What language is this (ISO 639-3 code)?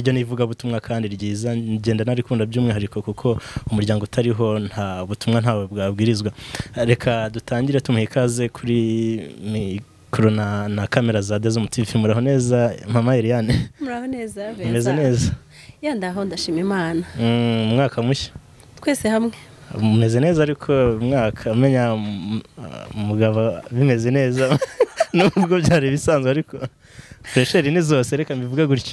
kin